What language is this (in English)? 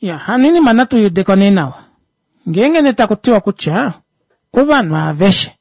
Kuanyama